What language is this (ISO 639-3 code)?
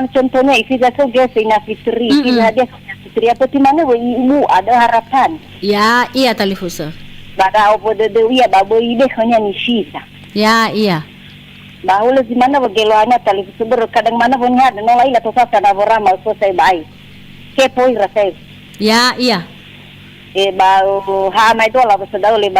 nia